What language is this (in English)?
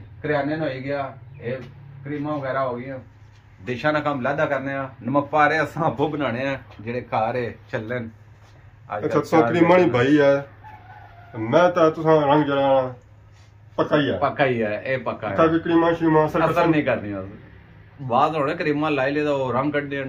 Pahari-Potwari